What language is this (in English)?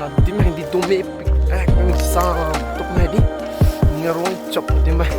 Karbi